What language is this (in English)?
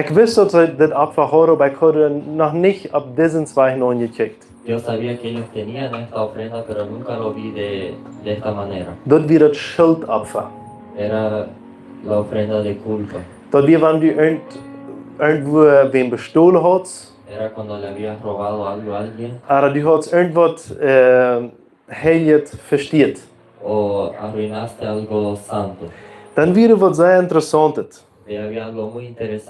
Plautdietsch